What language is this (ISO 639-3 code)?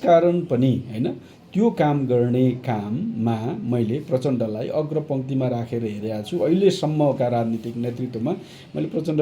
nep